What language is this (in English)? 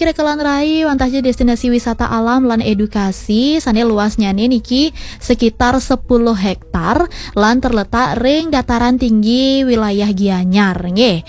Balinese